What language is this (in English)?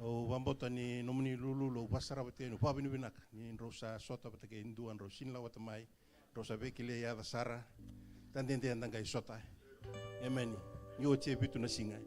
Fijian